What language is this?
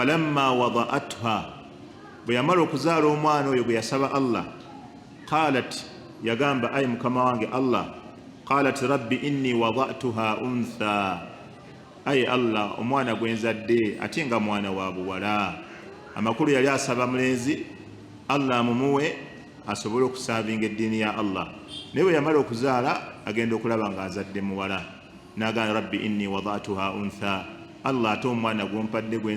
Ganda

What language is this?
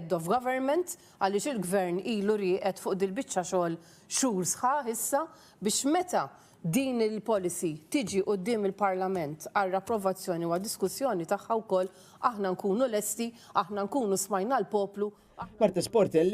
Maltese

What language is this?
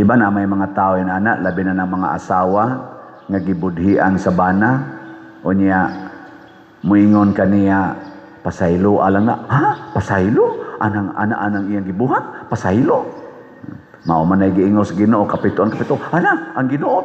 Cebuano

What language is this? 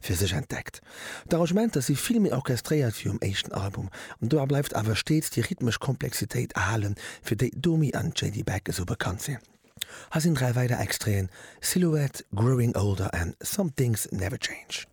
Luxembourgish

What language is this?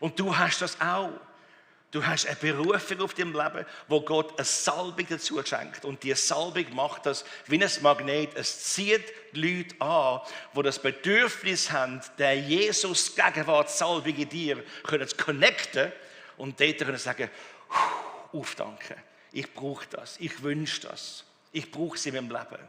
Swiss German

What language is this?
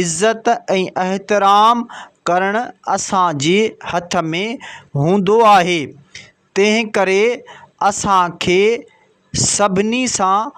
Sindhi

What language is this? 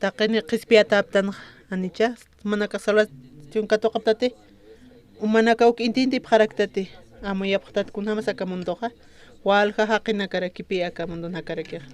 Aymara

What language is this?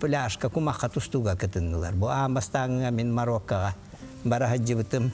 Yakut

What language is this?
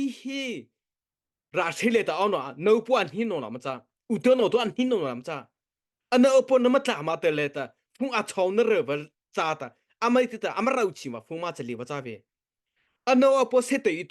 Mara Chin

